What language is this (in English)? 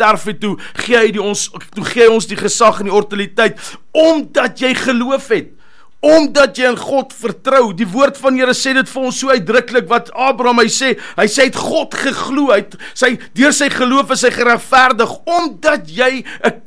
Afrikaans